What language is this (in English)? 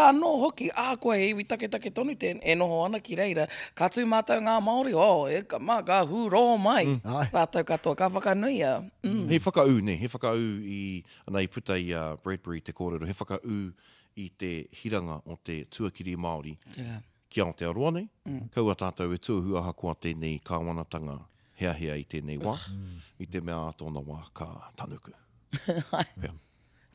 Māori